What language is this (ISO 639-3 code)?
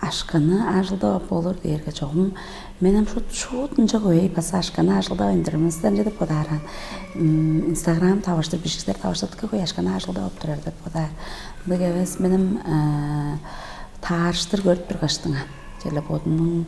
tyv